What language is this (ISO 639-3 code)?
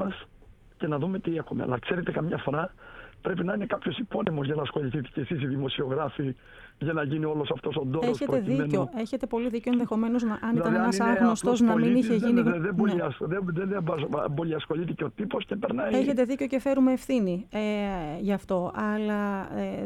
ell